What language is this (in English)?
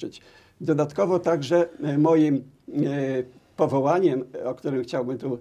Polish